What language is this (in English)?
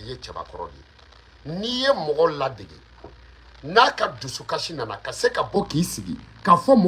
Bambara